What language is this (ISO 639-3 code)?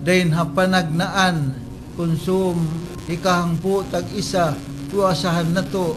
tsg